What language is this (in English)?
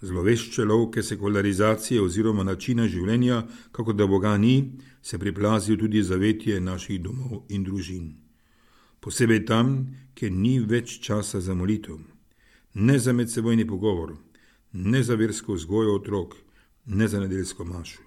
Slovenian